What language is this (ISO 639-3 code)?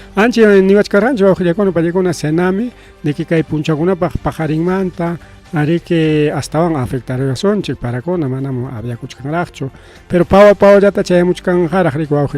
quy